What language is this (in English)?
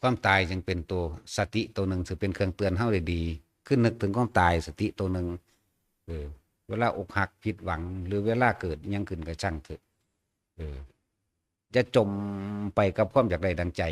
Northeastern Thai